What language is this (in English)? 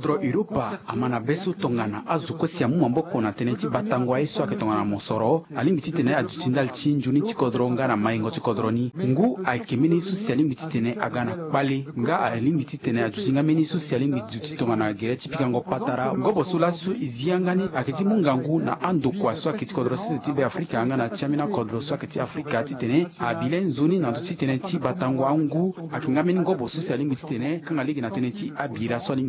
Sango